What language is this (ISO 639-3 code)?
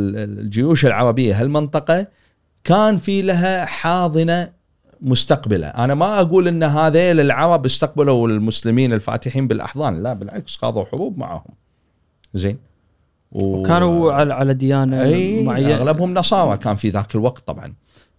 afb